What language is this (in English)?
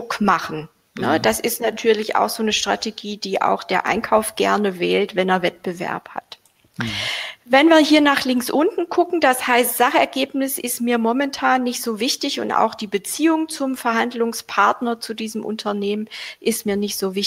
German